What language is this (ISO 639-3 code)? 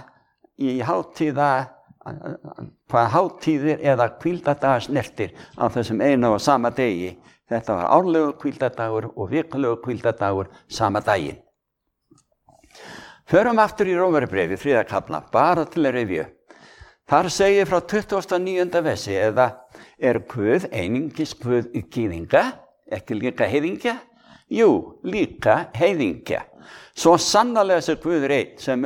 isl